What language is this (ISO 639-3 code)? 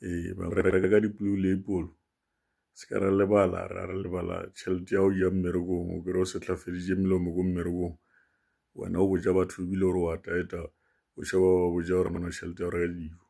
nso